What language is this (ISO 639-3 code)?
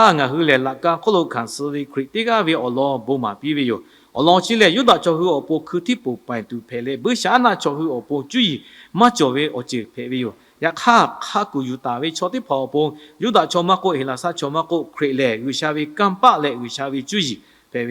lhu